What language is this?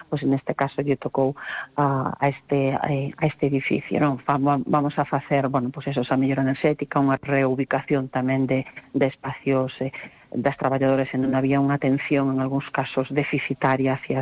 Galician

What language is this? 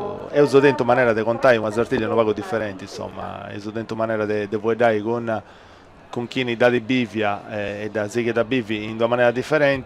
Sardinian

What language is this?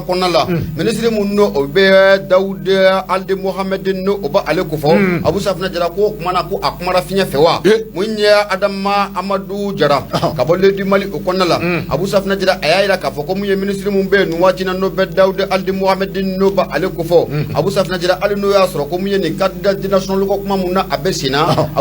Bambara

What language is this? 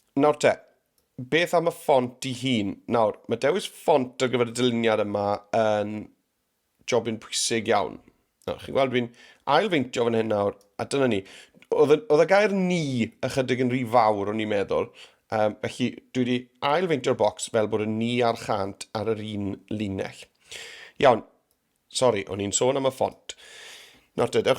Welsh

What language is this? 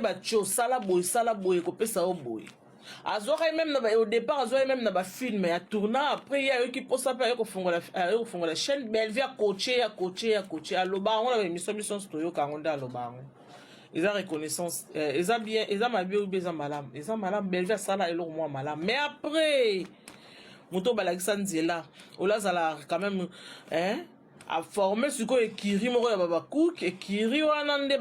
Lingala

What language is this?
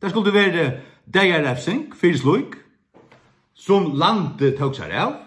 Faroese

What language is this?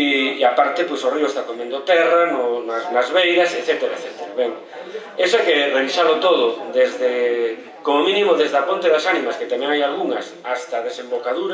Galician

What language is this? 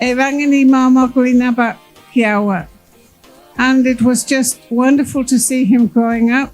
Gilbertese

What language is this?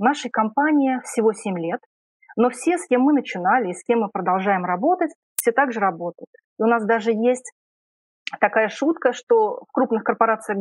Russian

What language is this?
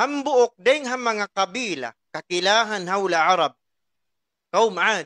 Tausug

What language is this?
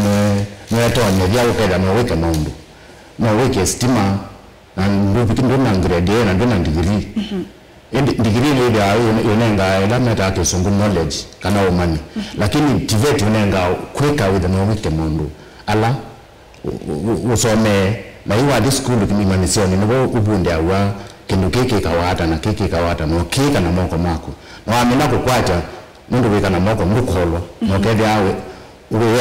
Kamba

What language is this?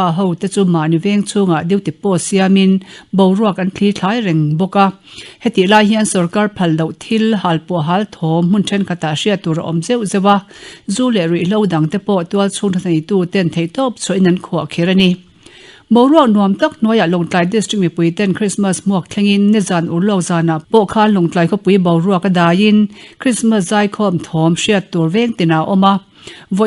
Mizo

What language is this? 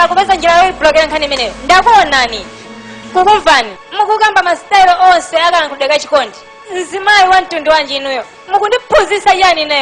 Nyanja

